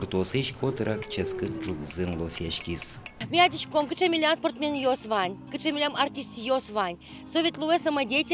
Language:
Udmurt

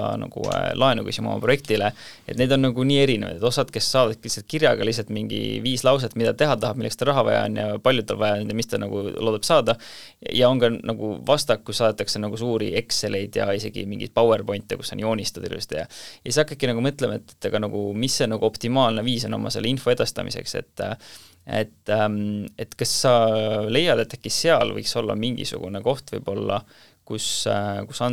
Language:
Estonian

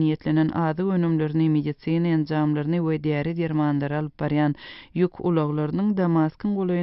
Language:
Turkmen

